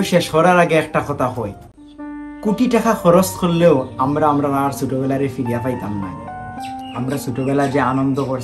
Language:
Sylheti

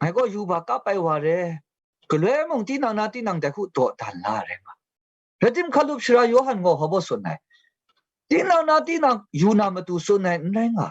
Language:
Kachin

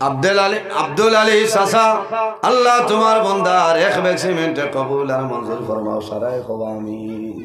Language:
Sylheti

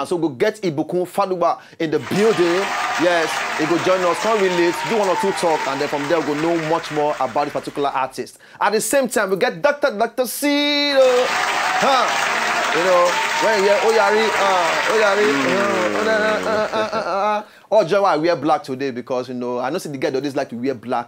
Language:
Nigerian Pidgin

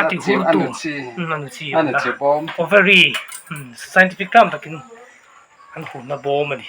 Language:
Mizo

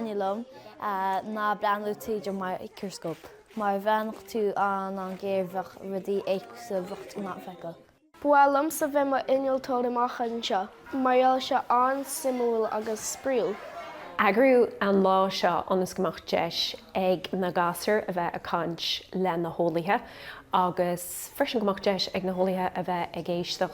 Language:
Irish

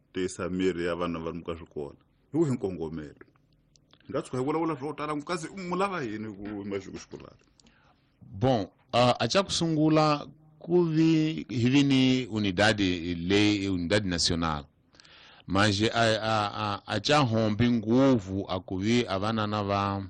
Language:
Tsonga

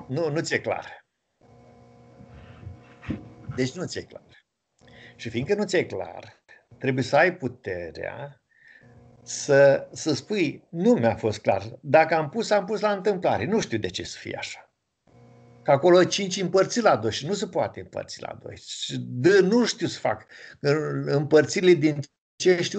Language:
Romanian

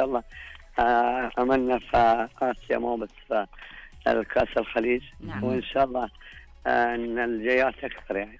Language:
Najdi Arabic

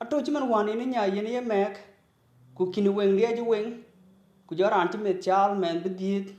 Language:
Dinka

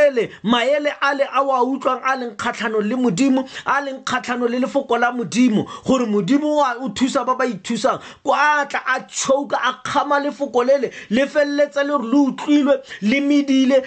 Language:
Tswana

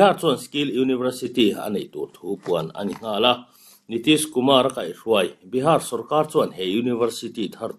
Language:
Mizo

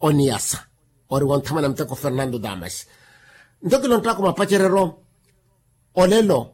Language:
Makhuwa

